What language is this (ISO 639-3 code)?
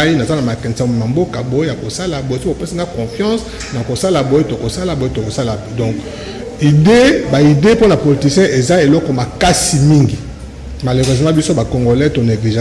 lin